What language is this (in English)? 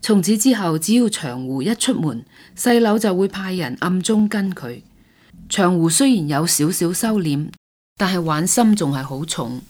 Cantonese